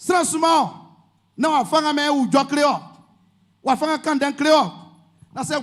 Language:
Baoulé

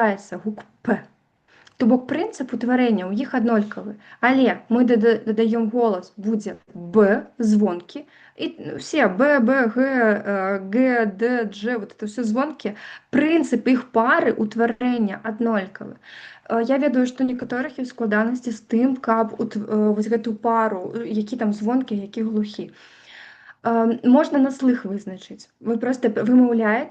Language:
Belarusian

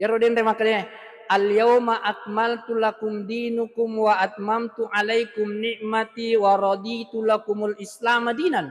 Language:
Buginese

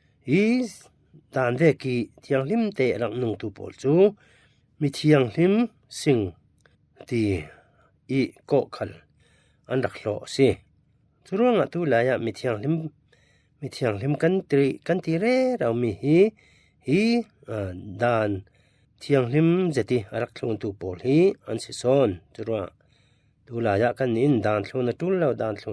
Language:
Falam Chin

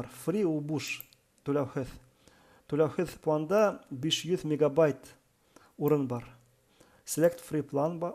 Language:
Bashkir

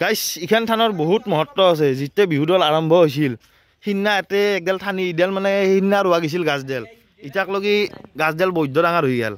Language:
Assamese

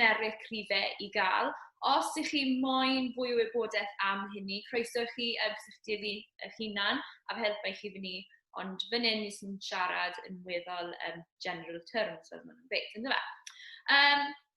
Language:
Welsh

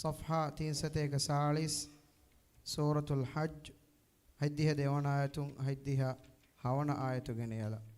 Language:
Divehi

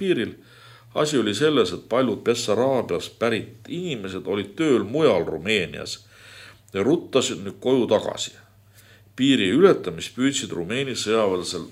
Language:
Estonian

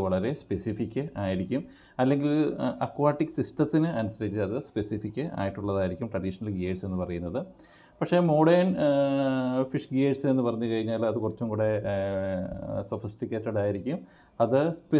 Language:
Malayalam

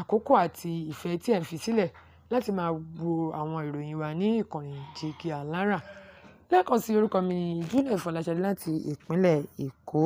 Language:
Yoruba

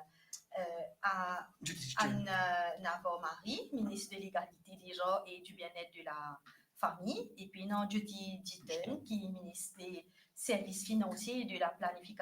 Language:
Morisyen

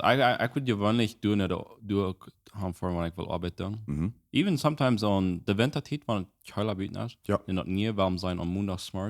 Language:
Plautdietsch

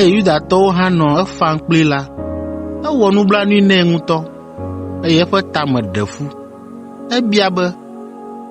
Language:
Ewe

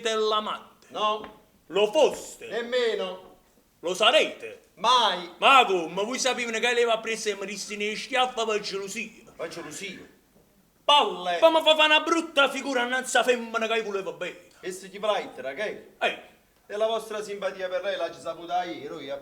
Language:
Neapolitan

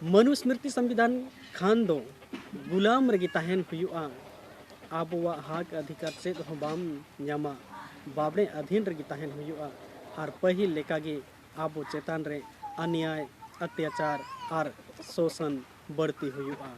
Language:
Santali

